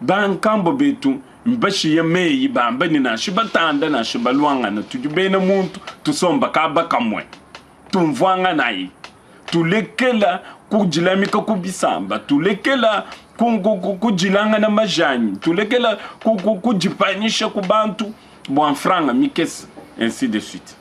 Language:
Luba-Lulua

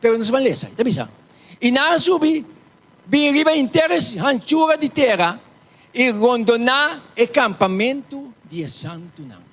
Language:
Papiamento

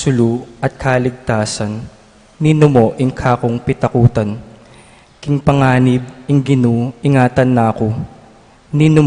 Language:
Pampanga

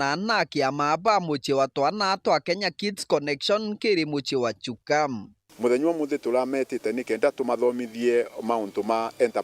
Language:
Meru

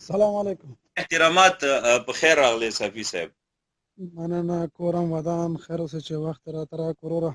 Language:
Pashto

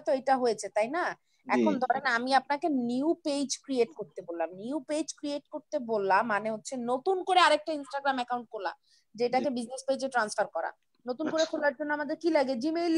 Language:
Bangla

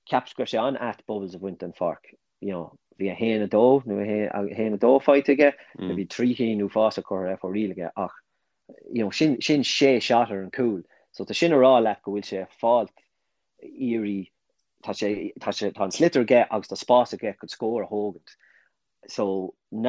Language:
Irish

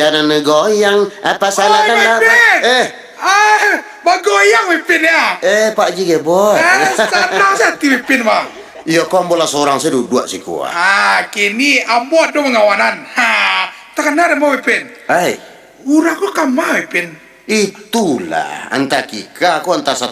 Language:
Minangkabau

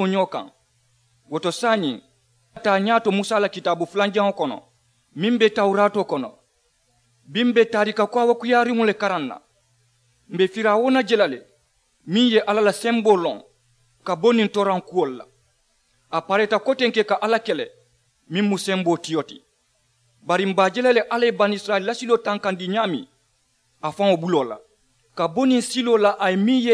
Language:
Mandingo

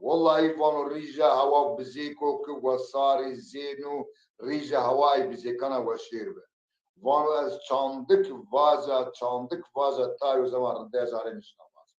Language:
Zaza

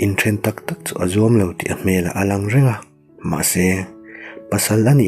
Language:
Mizo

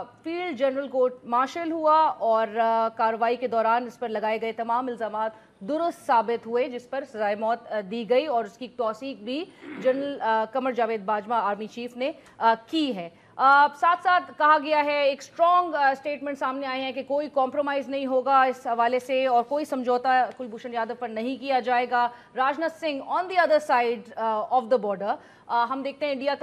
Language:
Urdu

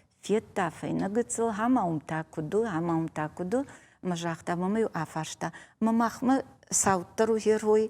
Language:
Ossetic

